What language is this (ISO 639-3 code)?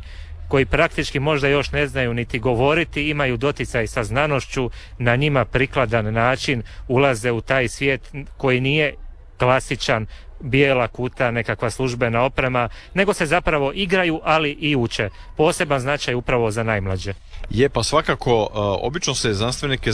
hrv